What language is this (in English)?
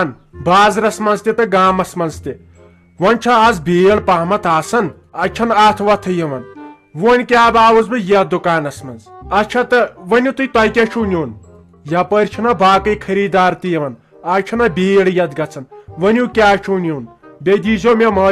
Kashmiri